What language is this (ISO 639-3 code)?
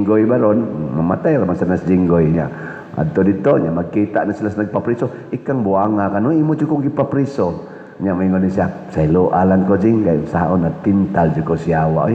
ceb